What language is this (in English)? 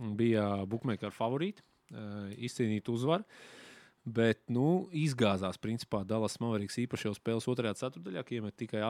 Latvian